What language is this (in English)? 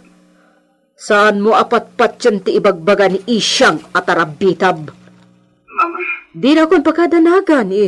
Iloko